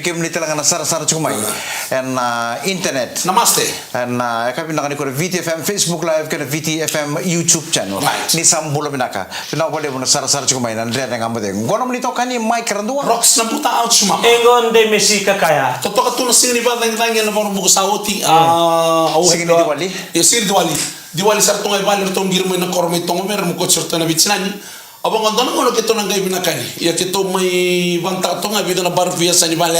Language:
Fijian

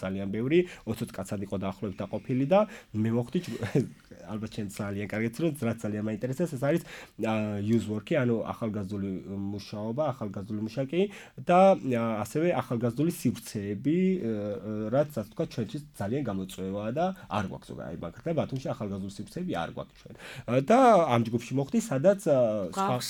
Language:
Georgian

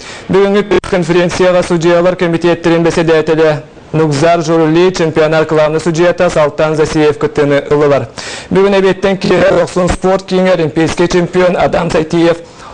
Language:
Yakut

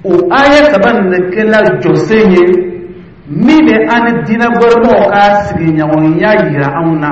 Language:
Dyula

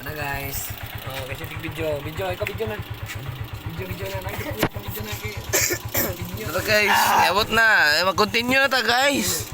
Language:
Cebuano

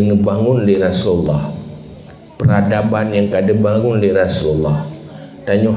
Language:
Achinese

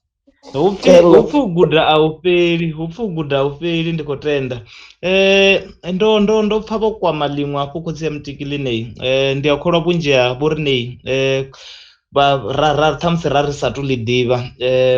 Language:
Venda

